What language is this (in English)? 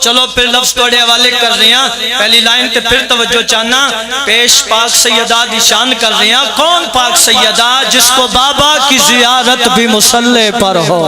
Pahari-Potwari